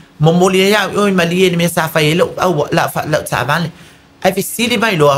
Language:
Samoan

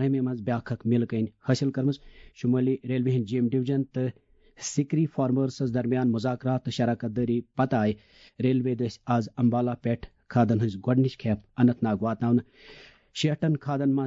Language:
Kashmiri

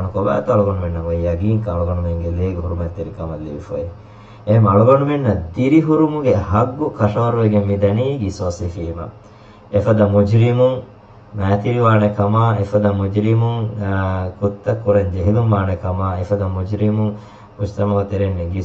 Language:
Divehi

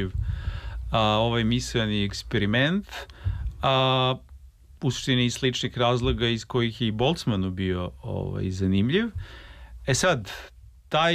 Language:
Serbian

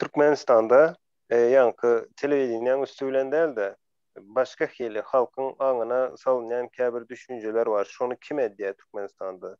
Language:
Turkmen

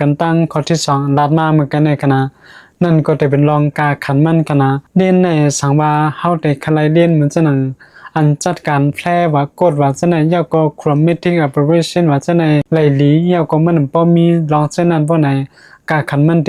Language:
Shan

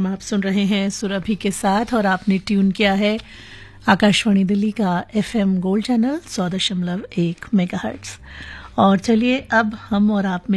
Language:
Hindi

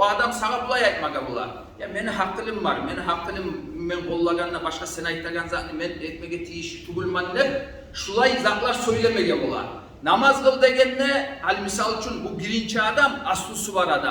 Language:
Kumyk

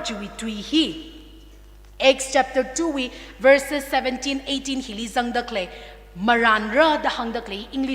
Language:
Tangkhul Naga (India)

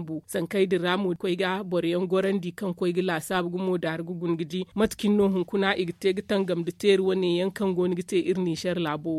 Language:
Zarma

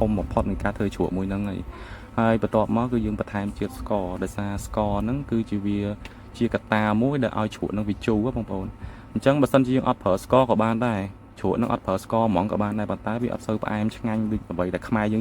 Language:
Khmer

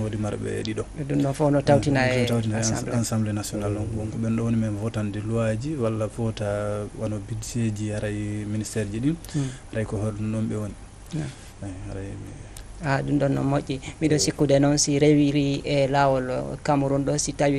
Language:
Fula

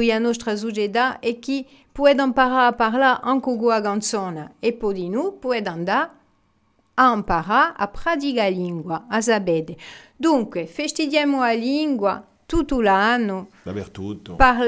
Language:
Corsican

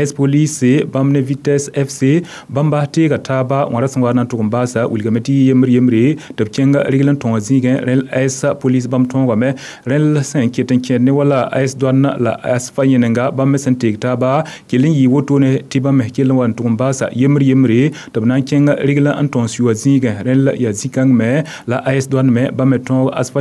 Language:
Mossi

